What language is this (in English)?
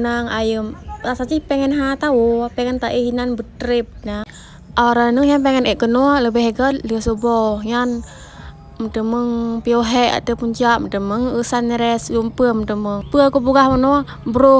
Achinese